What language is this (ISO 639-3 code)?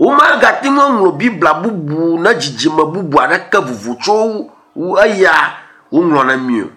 ewe